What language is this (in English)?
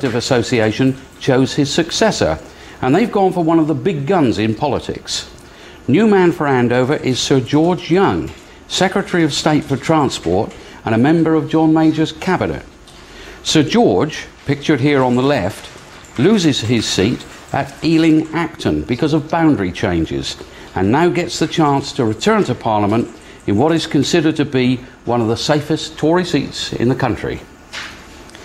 English